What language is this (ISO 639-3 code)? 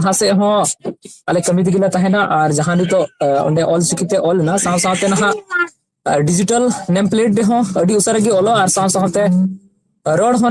sat